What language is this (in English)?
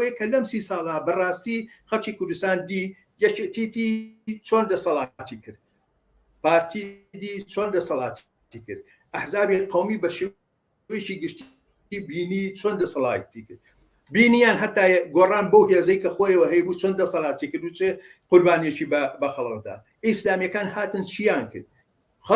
Central Kurdish